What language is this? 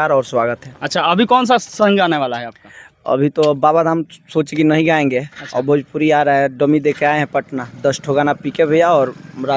Bhojpuri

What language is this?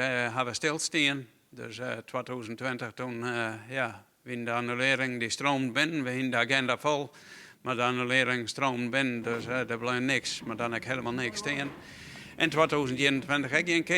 Western Frisian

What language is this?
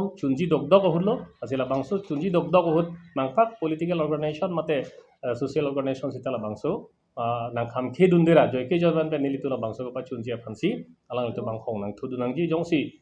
Karbi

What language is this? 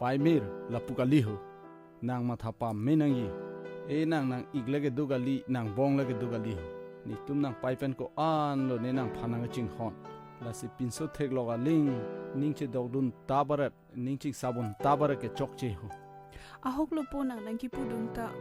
Karbi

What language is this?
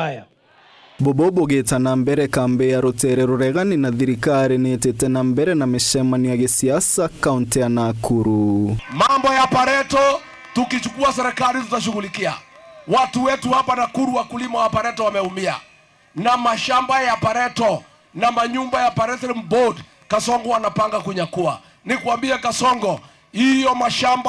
Meru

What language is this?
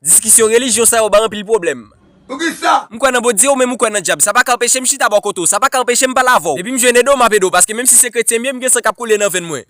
Haitian Creole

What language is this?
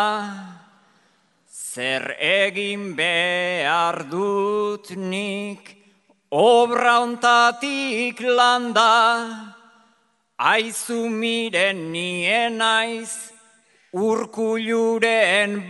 Basque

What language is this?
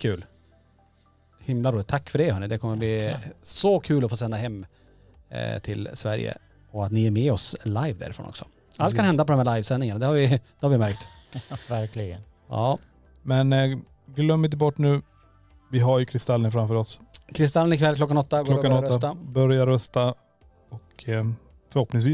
Swedish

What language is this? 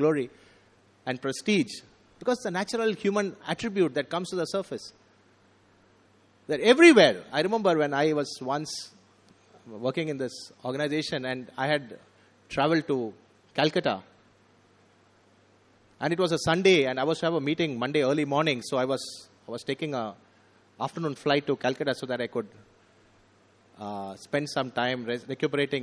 English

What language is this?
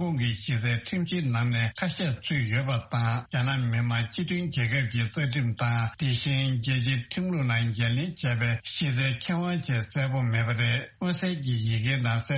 Tibetan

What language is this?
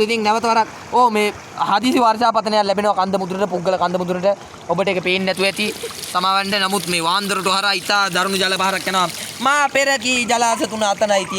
Sinhala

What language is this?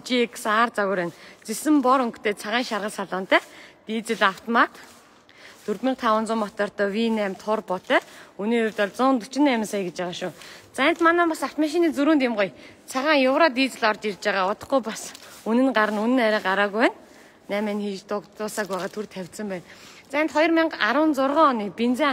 Mongolian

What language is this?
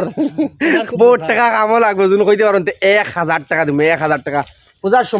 Sylheti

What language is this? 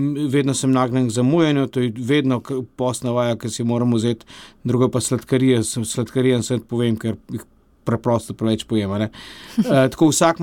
Slovenian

